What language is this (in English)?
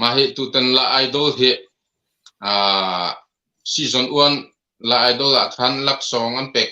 Hakha Chin